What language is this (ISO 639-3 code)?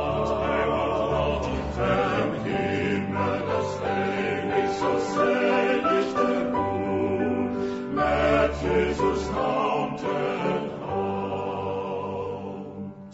pdt